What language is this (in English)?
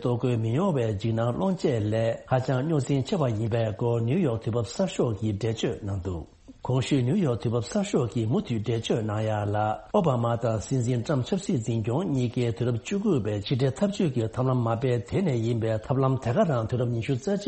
Tibetan